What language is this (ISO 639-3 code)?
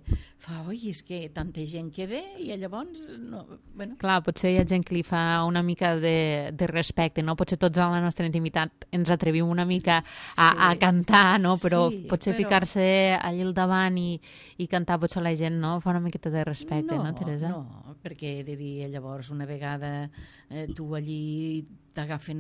cat